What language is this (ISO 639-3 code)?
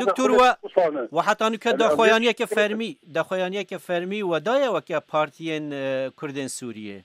kur